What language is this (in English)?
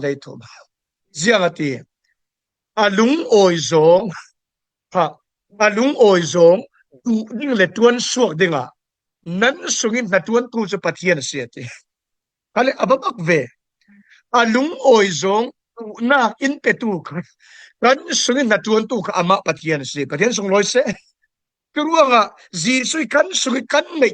Falam Chin